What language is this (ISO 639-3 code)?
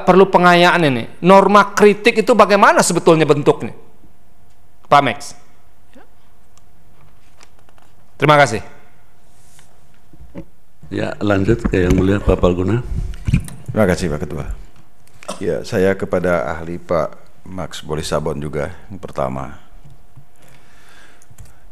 ind